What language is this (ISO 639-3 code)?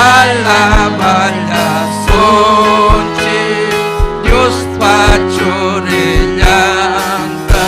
quy